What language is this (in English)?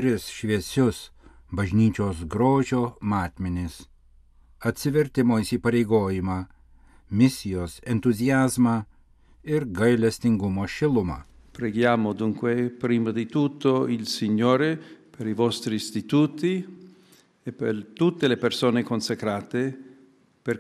Lithuanian